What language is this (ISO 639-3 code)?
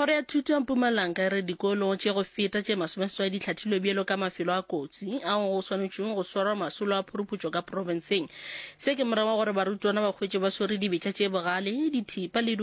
nso